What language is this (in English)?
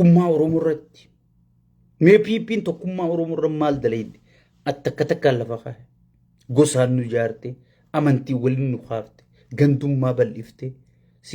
Oromo